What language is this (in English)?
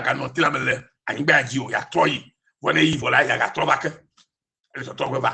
Ewe